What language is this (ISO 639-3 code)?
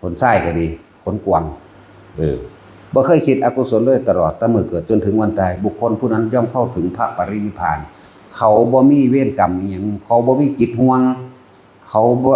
tts